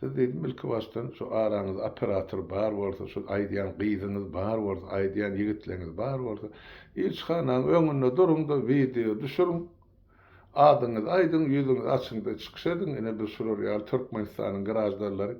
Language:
Turkmen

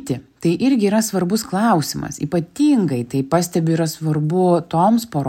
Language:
Lithuanian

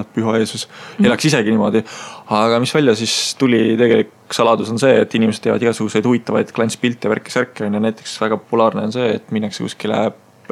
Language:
Estonian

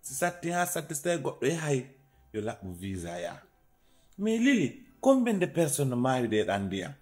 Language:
Fula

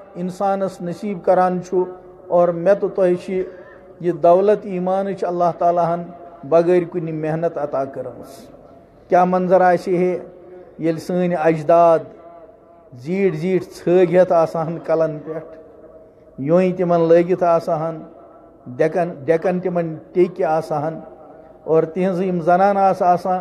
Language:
Kashmiri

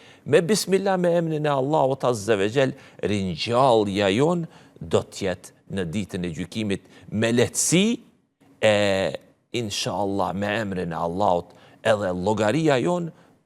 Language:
Albanian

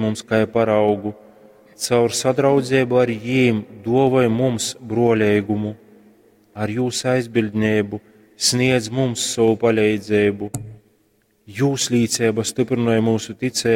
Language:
Latgalian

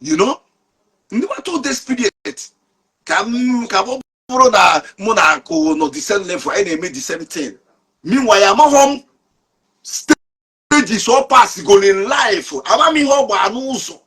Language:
Igbo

